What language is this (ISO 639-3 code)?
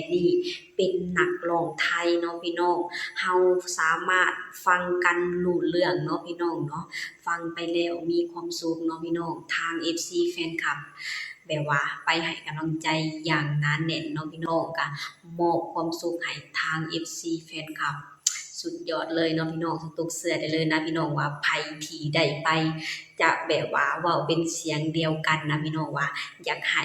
lao